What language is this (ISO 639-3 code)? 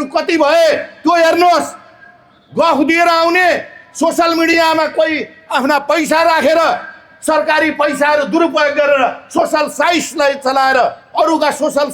nep